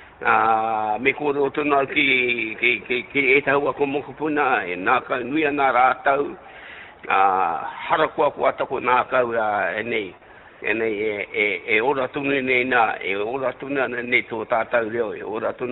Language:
Māori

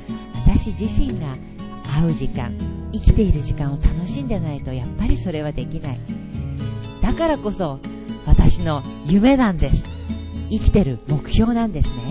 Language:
Japanese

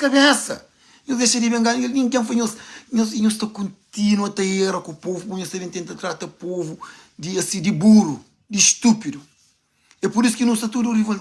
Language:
Kabuverdianu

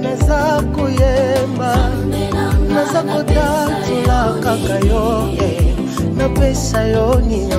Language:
French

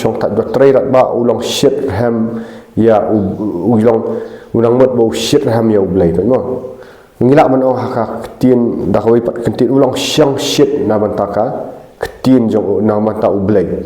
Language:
Khasi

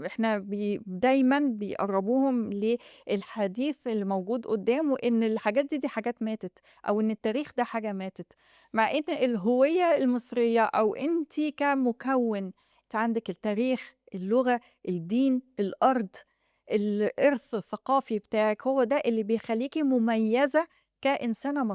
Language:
Egyptian Arabic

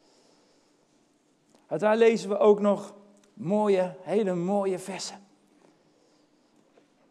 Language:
Dutch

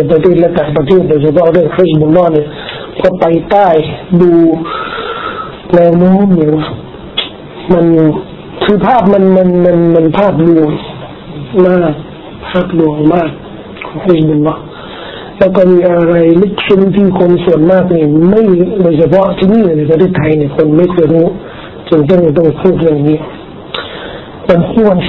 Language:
Thai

